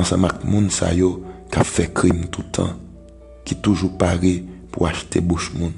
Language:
Haitian Creole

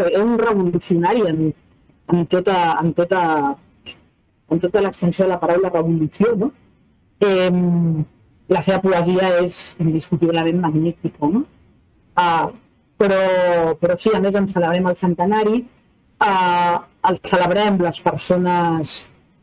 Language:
Catalan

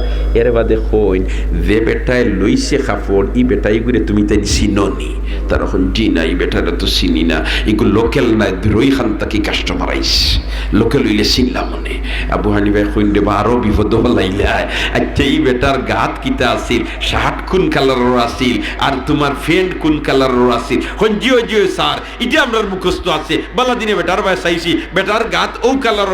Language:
Sylheti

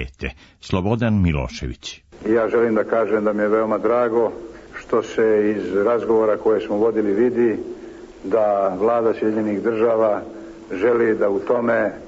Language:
Serbian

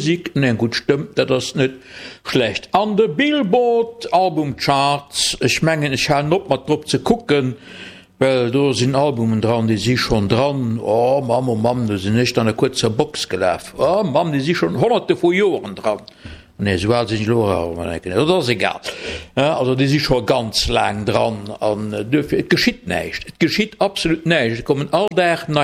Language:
Luxembourgish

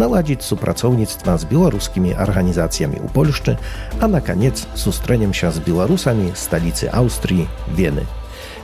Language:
Belarusian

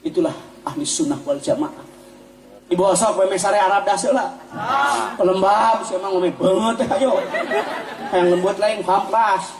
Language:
Sundanese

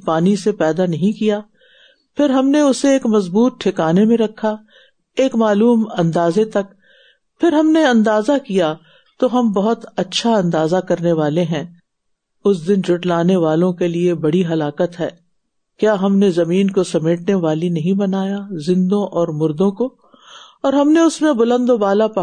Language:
Urdu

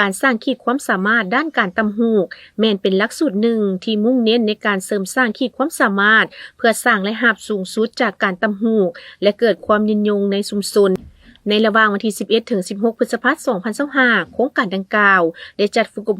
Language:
Lao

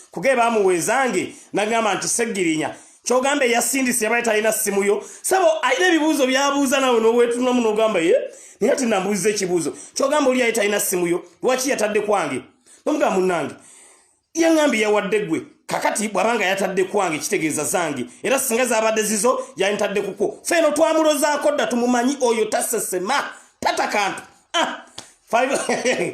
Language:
Ganda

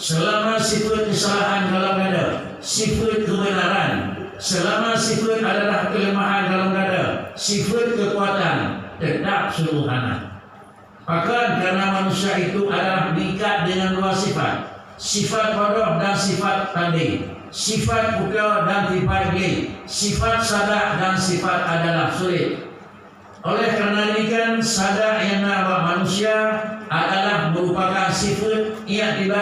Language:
Achinese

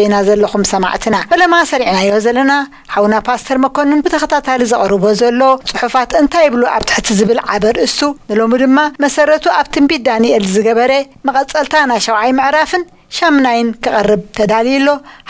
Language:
Tigrinya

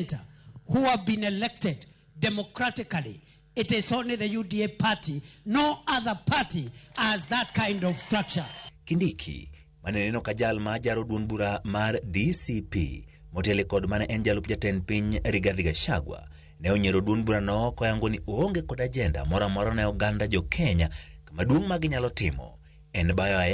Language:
Luo (Kenya and Tanzania)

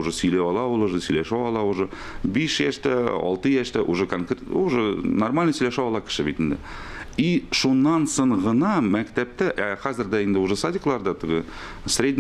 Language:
Tatar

